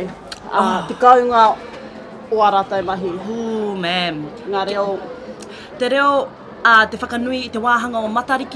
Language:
Māori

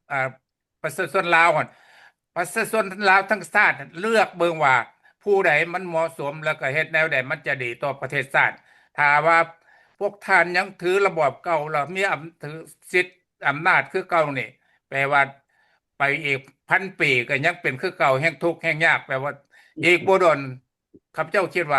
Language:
Lao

